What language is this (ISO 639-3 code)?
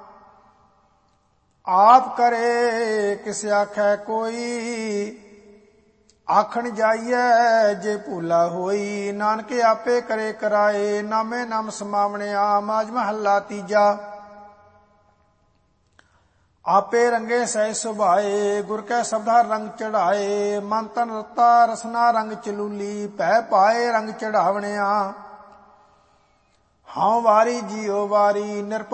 pan